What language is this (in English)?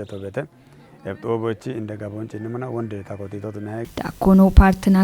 Kafa